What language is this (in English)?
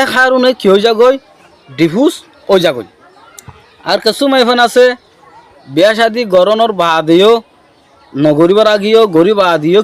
Rohingya